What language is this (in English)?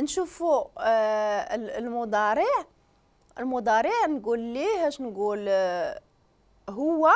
Moroccan Arabic